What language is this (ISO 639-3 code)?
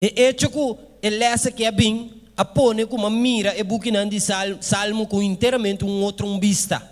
pap